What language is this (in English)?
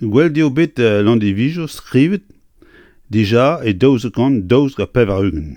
Breton